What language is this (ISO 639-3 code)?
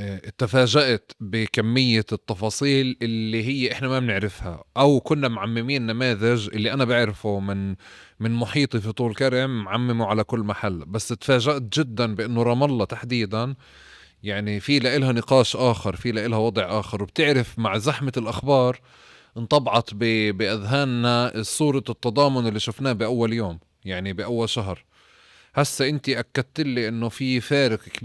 apc